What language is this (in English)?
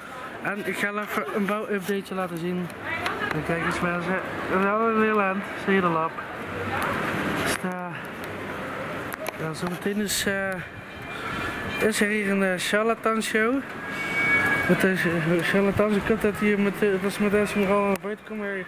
Dutch